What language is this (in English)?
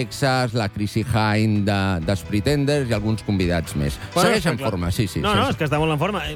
Catalan